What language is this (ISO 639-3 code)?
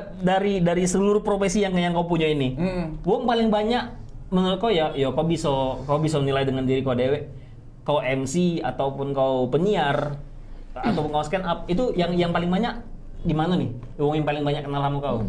mui